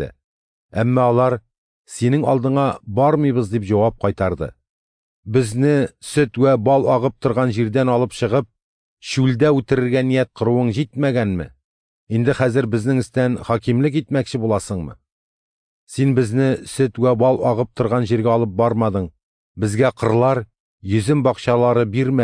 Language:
Tatar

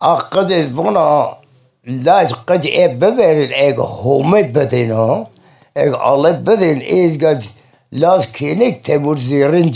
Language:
Zaza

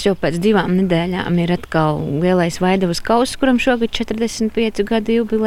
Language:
Latvian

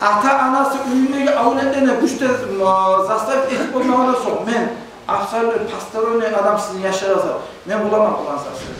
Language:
Kumyk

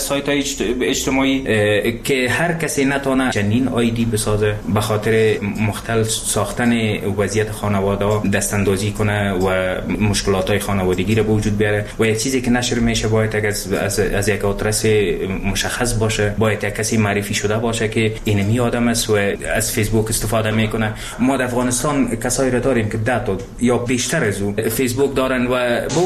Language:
Persian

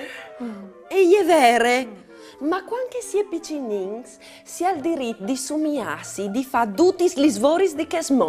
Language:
Friulian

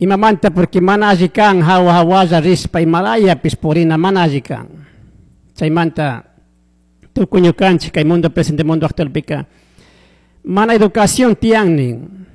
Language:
Chimborazo Highland Quichua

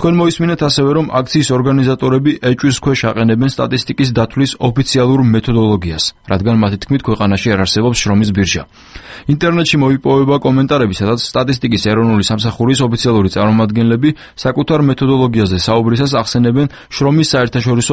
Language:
Georgian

